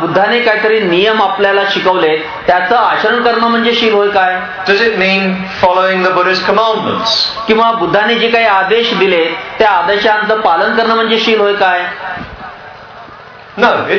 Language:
Marathi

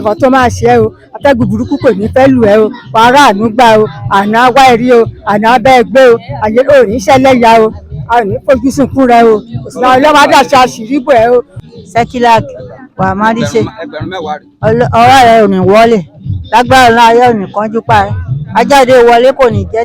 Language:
Yoruba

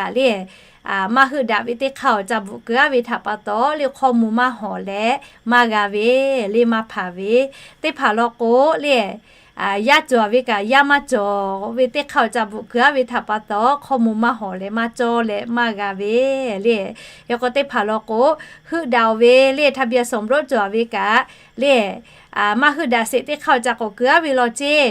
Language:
Lahu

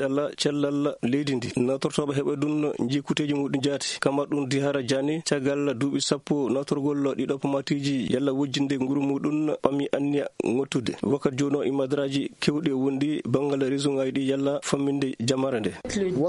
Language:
Fula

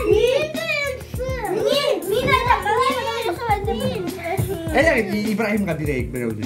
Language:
Bashkir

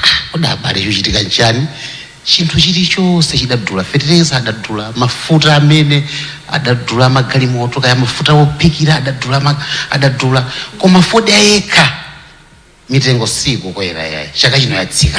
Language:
Nyanja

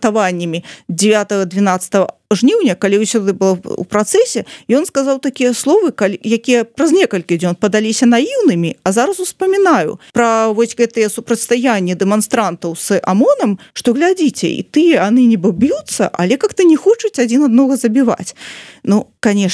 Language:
Belarusian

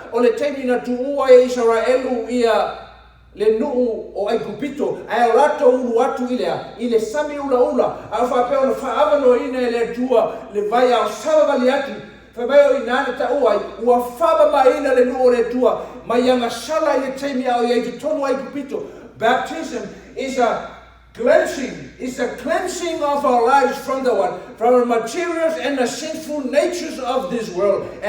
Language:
Samoan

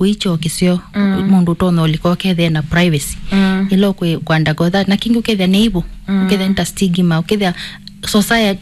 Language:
Kamba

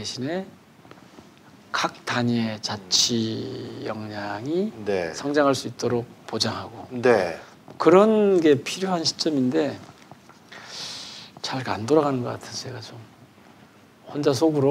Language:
Korean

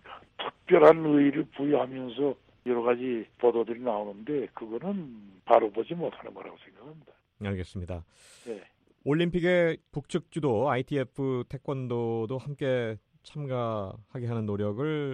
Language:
Korean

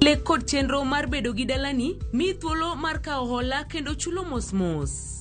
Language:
Luo (Kenya and Tanzania)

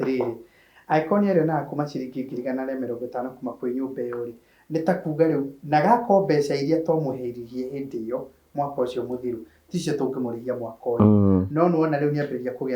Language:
Kikuyu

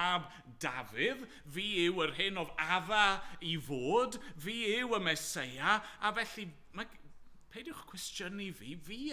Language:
Welsh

